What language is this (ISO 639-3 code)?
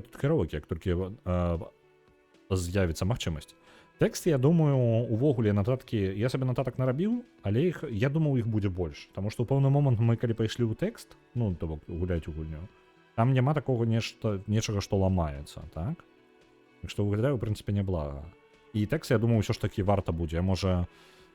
bel